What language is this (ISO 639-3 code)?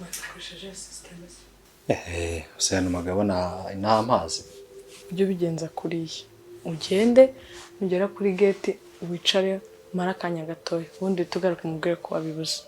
kin